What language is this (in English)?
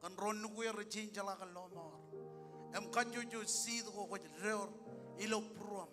Marshallese